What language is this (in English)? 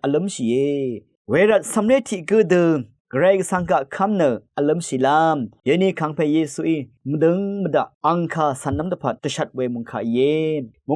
Rawang